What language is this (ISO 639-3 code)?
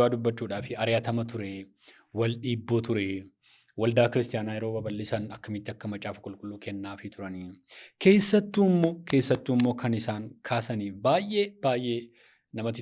orm